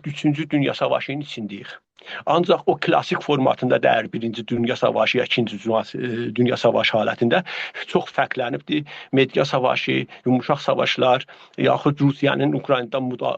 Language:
South Azerbaijani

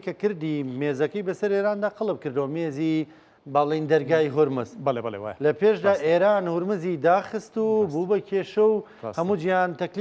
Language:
Central Kurdish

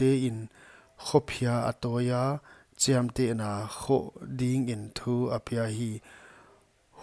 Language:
Paite Chin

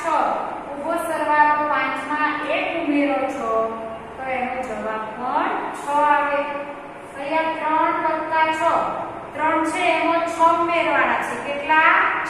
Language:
Gujarati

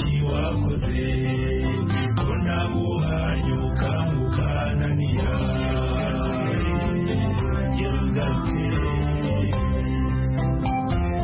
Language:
Kinyarwanda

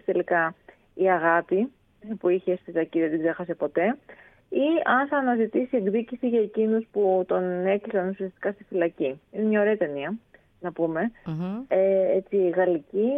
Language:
Greek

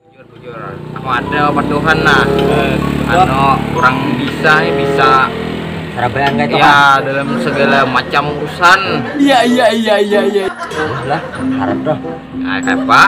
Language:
Banjar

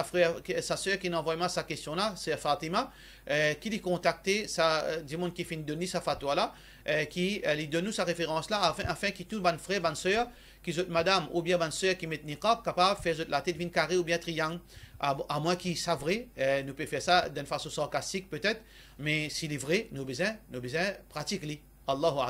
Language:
Morisyen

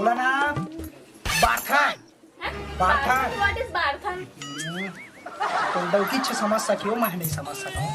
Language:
Chhattisgarhi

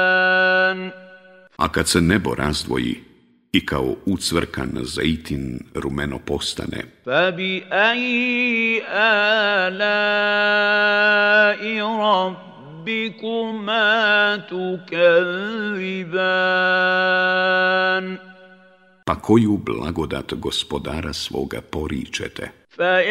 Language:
Bosnian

